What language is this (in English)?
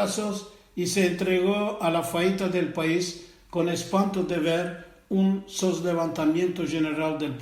Ladino